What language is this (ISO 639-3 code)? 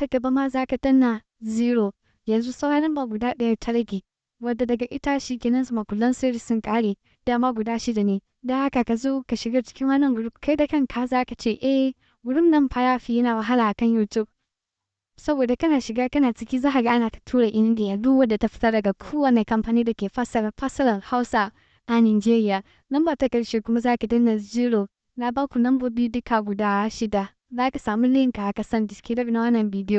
hau